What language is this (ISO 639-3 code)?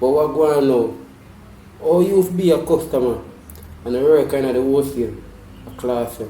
jam